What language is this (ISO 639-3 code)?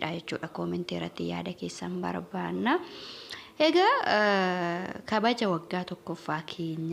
orm